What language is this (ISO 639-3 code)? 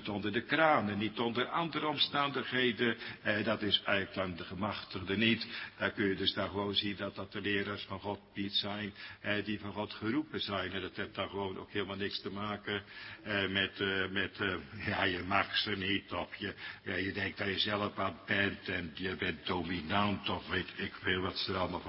nld